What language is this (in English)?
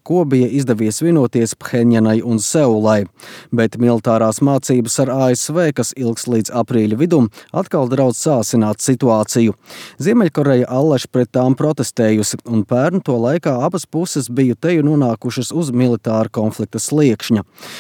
Latvian